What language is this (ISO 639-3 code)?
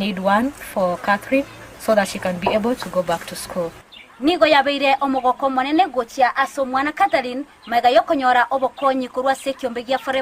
guz